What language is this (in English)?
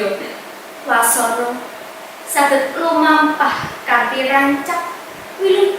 Javanese